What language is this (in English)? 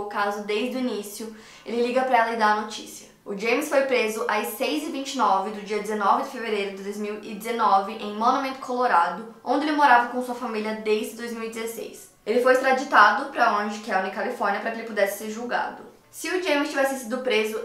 Portuguese